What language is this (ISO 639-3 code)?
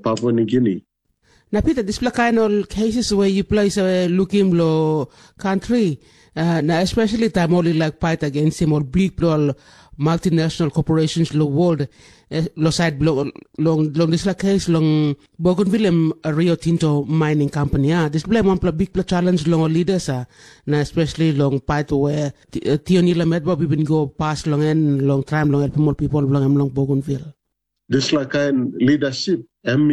tpi